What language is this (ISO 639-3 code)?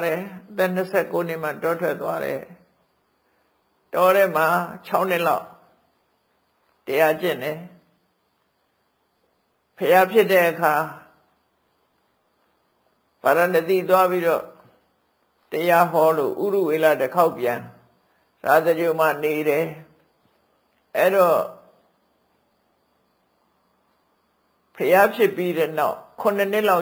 mya